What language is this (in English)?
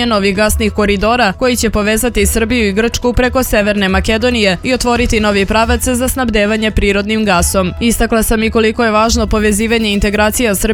Serbian